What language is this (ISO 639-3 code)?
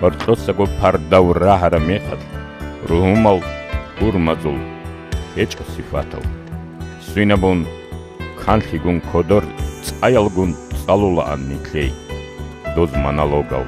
ava